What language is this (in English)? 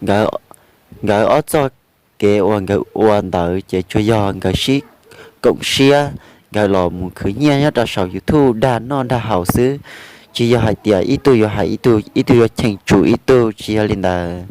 Hmong